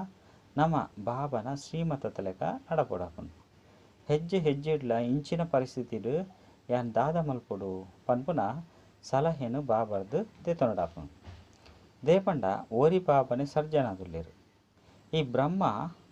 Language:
Tulu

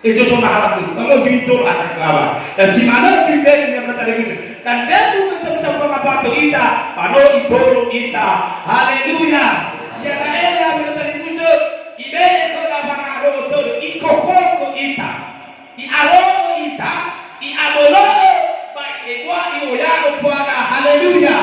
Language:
Nias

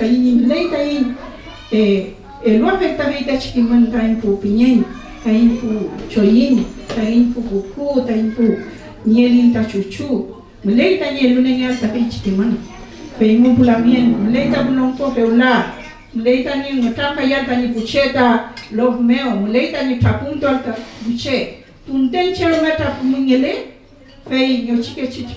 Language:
Mapuche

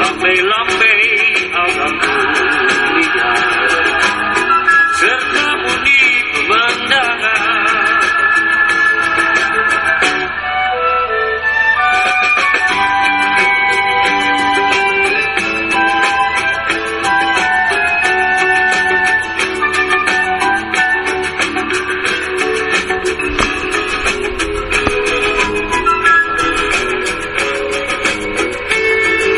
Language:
Malay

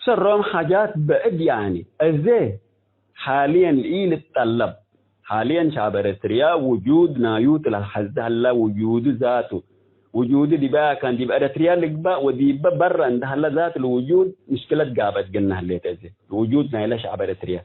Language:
Tigre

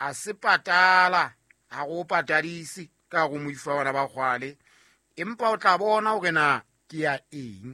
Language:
Southern Sotho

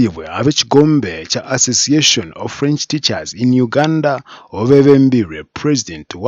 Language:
Nyankole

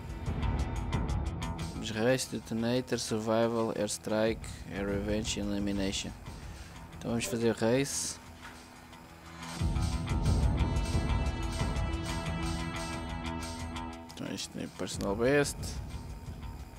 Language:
Portuguese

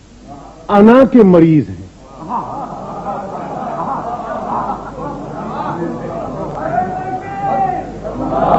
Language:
Urdu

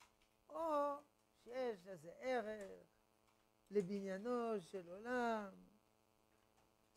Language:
Hebrew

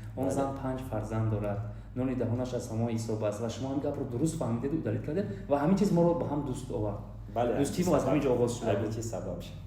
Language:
Tajik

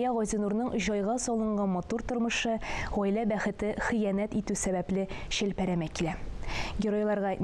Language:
Tatar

